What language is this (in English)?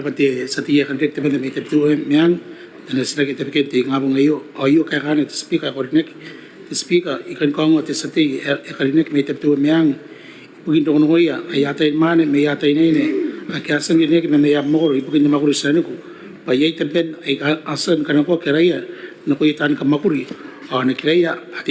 Gilbertese